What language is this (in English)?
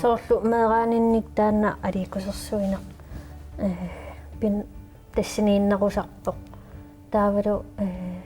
Kalaallisut